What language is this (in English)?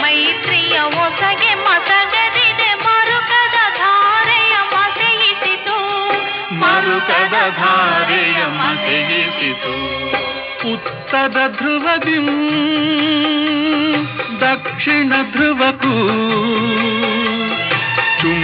Kannada